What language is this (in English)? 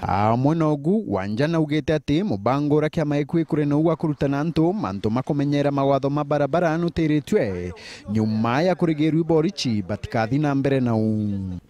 Meru